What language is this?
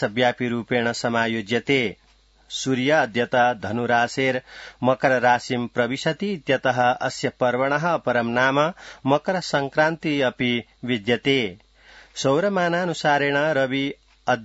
Sanskrit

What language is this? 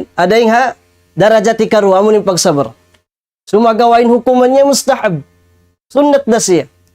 Tausug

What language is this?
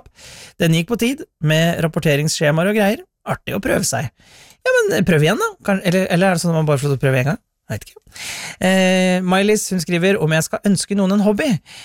Norwegian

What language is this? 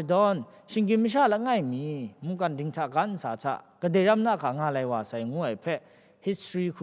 Kachin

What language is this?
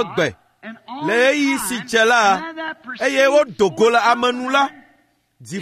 Ewe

